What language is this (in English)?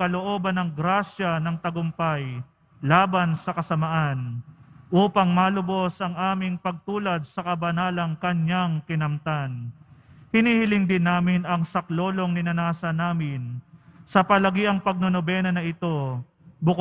Filipino